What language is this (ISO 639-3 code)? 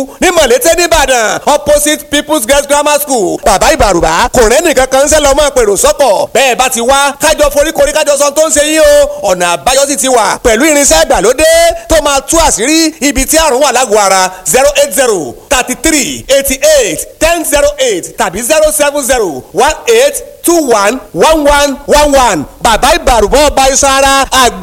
yor